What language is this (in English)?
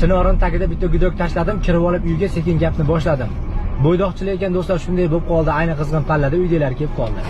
Uzbek